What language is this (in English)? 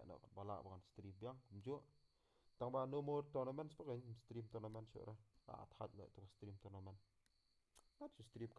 Khasi